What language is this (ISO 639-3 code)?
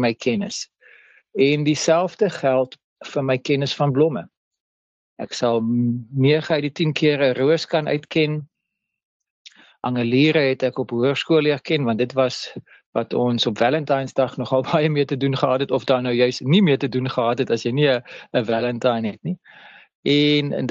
afr